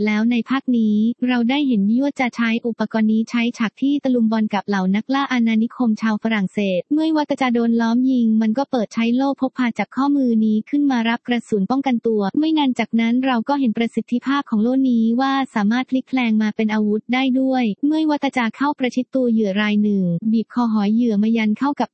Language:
Thai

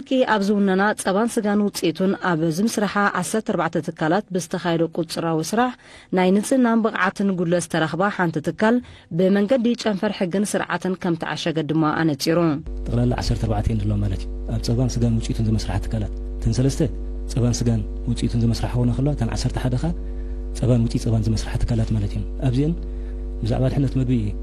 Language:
Tigrinya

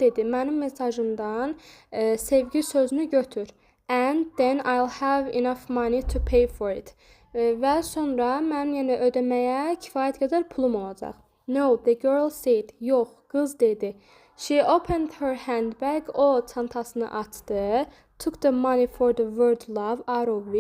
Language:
Azerbaijani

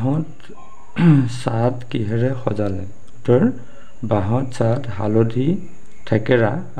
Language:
Assamese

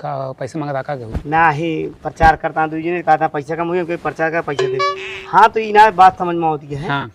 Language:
Awadhi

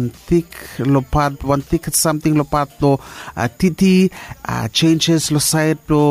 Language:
Bislama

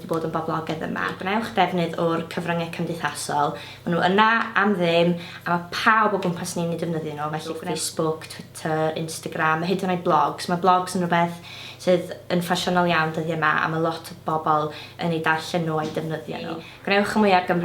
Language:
Welsh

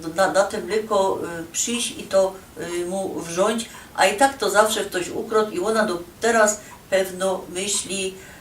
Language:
Silesian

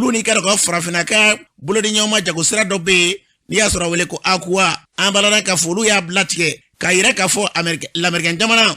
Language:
Bambara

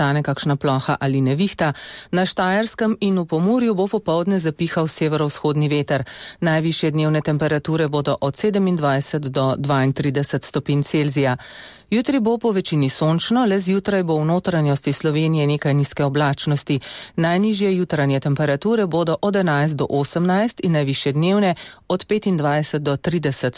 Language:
Slovenian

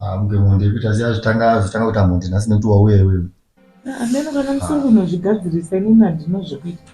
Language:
Shona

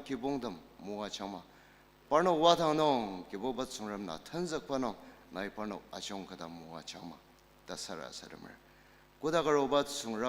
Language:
Ao Naga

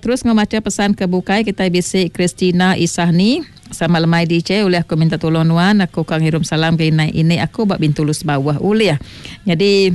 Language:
Iban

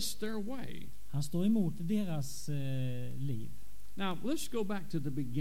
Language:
Swedish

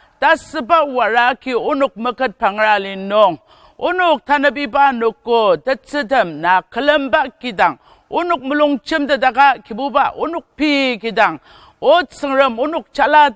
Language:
Ao Naga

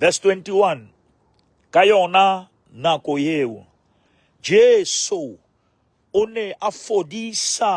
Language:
Southern Sotho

